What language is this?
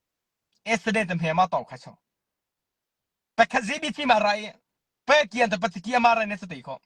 Mara Chin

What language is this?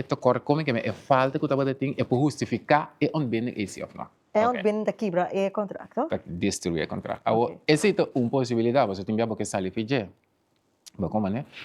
Papiamento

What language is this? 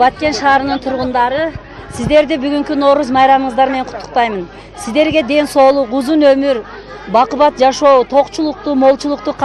Kyrgyz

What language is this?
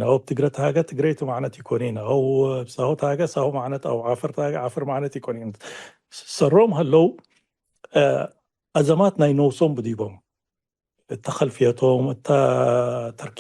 Tigre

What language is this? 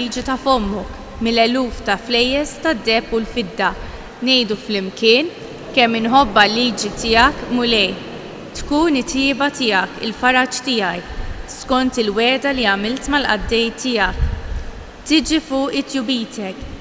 Maltese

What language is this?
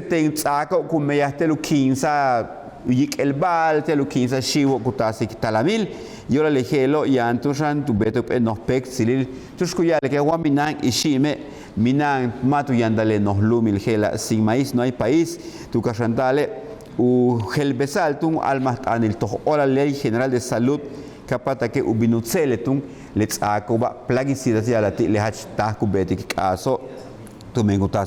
Yucateco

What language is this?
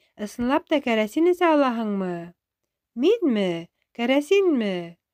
Bashkir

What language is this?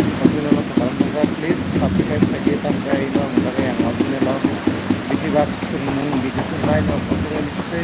Kok Borok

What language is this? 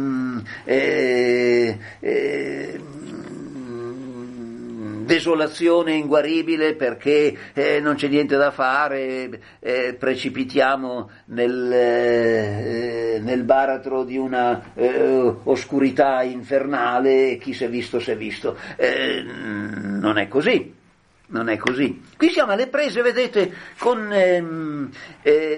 Italian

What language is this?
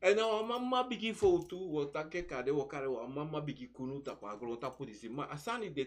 Sranan Tongo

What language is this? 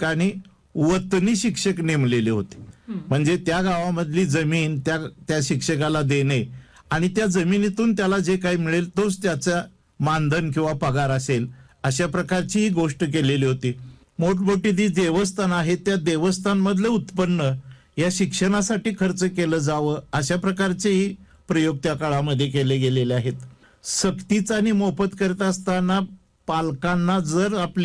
Marathi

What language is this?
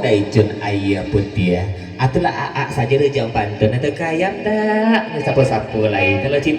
Minangkabau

